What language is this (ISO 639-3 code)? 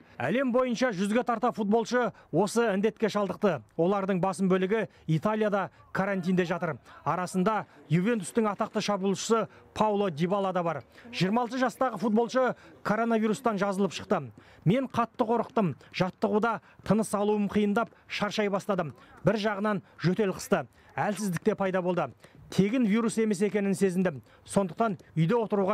kaz